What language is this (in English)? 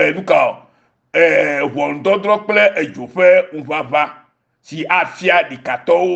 Ewe